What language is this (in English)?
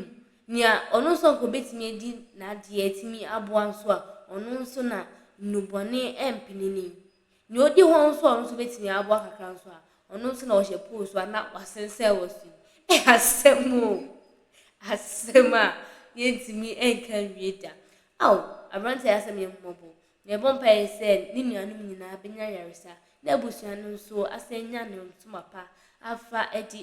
Akan